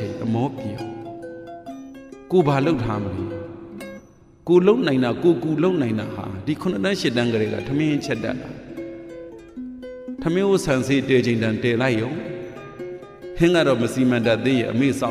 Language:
Burmese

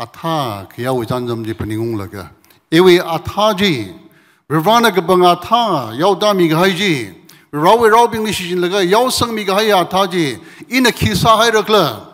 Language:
Tangkhul Naga (India)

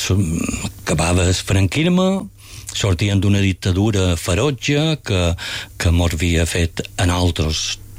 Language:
Catalan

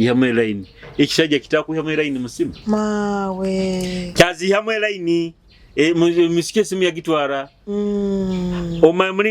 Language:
Nyoro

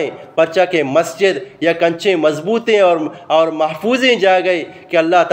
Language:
Eastern Balochi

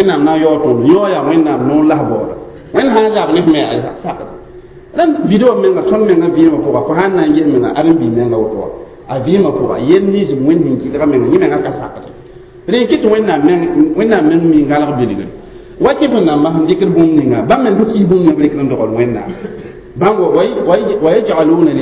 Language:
Mossi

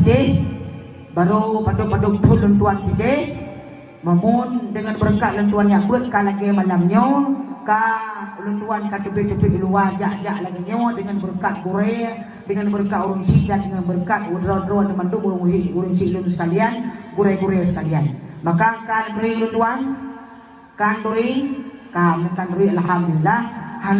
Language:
Achinese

